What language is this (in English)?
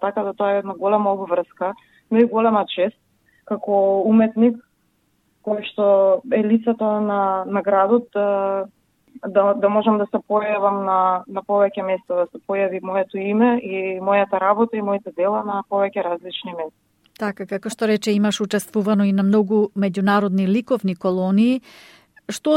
Macedonian